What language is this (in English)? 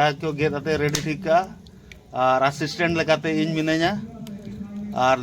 Santali